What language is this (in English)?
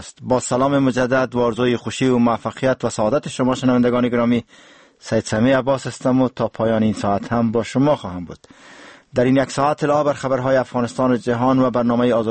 Persian